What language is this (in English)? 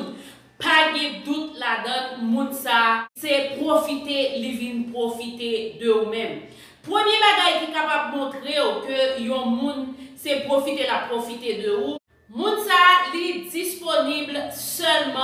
Haitian Creole